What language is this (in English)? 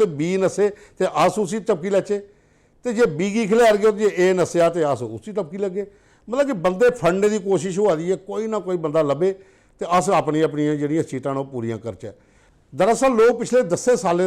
Dogri